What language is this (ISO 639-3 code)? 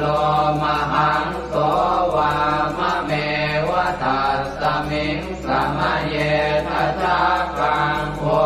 pli